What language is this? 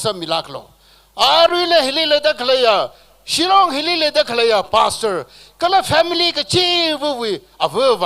Tangkhul Naga (India)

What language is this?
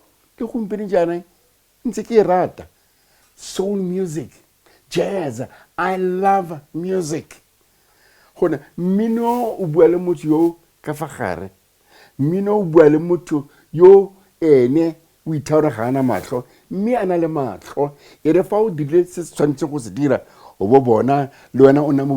Tswana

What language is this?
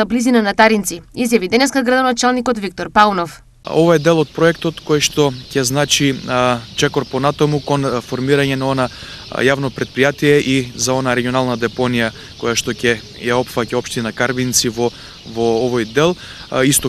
Macedonian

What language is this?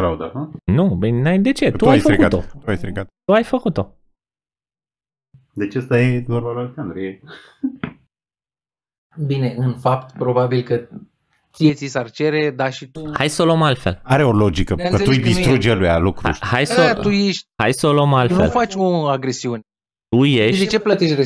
Romanian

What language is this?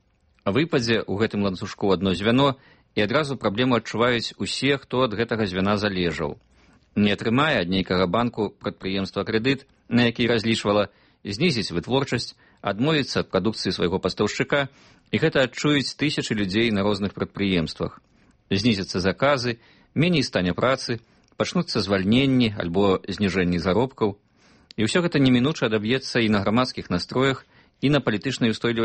Belarusian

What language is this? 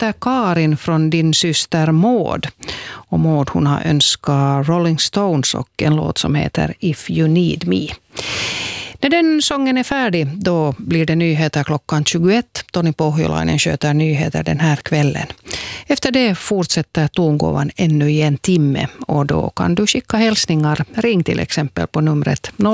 Swedish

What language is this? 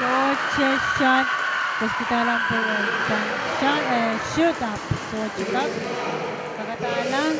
Pohnpeian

